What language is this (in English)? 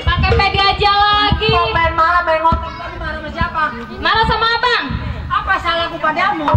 Betawi